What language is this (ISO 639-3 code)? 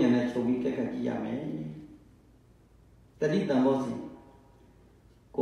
mya